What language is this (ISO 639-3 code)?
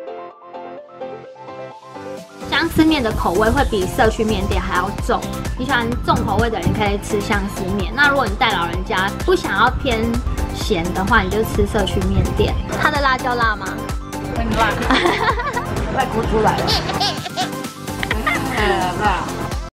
zho